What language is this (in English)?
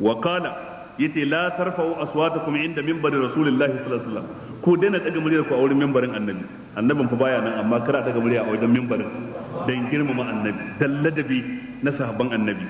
Hausa